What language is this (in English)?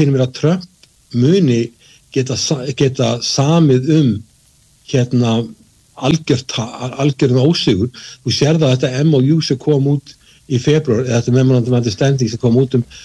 Icelandic